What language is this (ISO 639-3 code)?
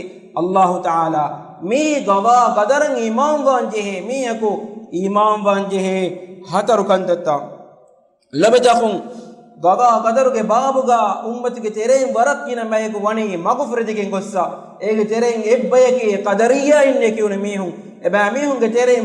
div